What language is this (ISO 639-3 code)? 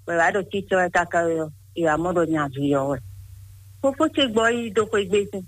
fon